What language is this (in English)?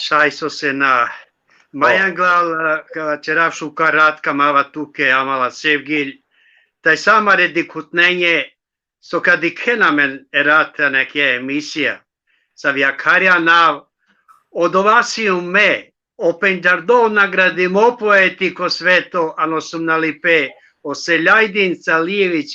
Balkan Romani